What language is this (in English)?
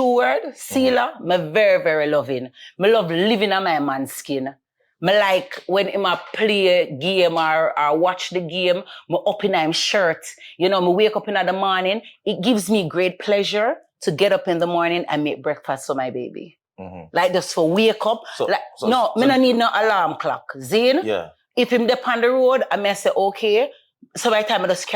Jamaican Creole English